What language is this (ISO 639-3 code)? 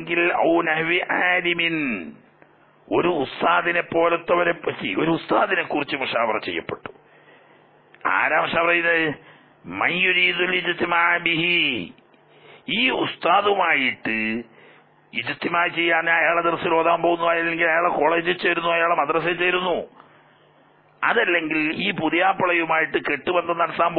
mal